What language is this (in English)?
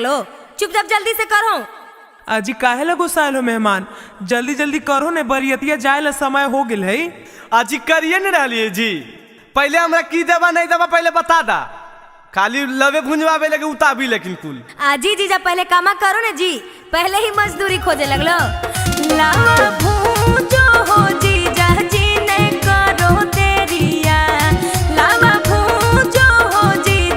Magahi